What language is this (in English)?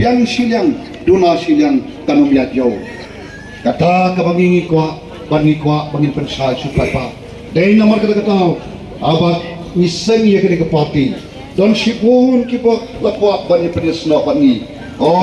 Khasi